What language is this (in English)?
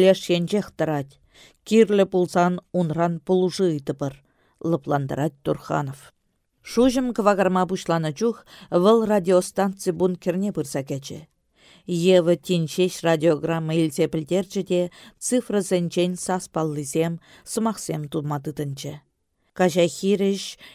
Chuvash